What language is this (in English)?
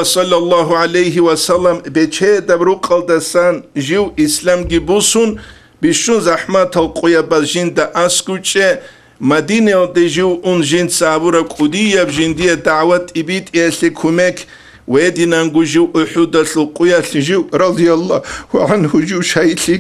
Avaric